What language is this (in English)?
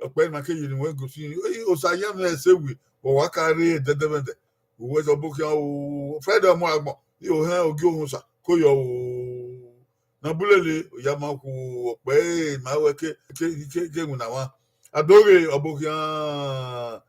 Bini